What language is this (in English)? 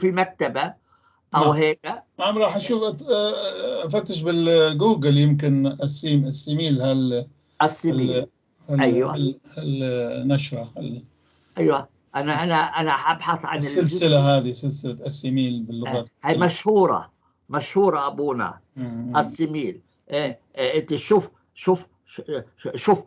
North Levantine Arabic